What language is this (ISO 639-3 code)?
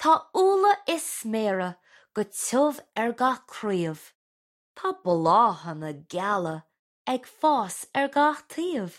gle